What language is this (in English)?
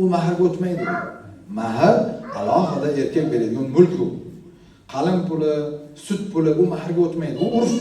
Uzbek